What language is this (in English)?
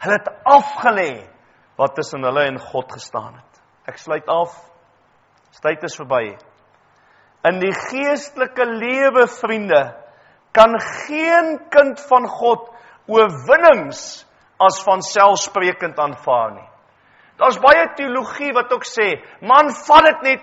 Afrikaans